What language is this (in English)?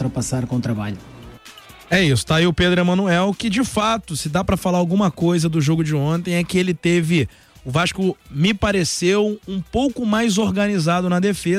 Portuguese